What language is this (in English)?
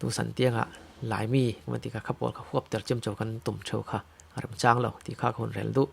Falam Chin